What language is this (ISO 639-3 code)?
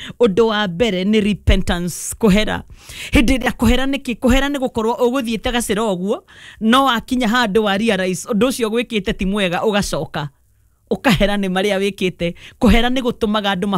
kik